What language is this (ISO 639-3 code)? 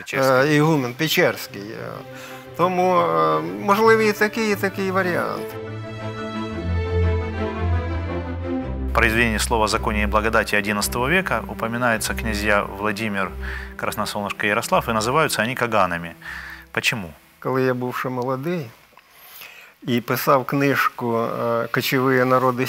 ukr